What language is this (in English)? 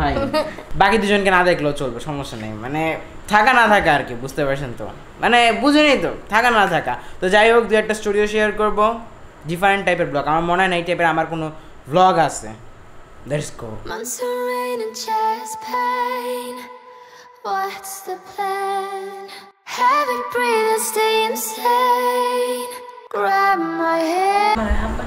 Bangla